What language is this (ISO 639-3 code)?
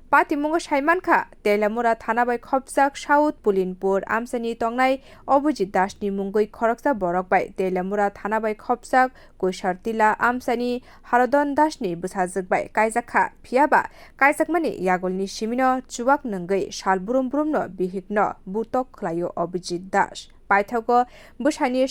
trp